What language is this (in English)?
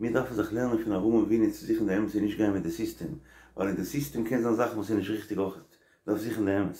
Yiddish